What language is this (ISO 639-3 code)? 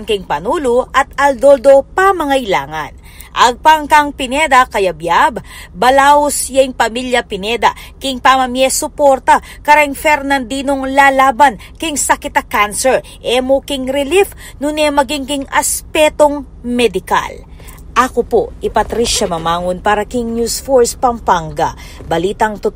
pam